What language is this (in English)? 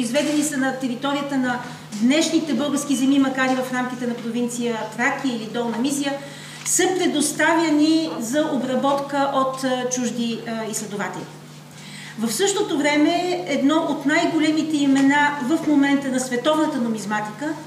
Bulgarian